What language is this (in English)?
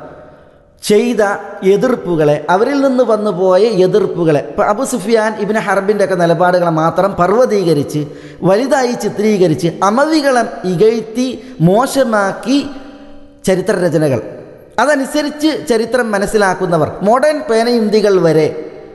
Malayalam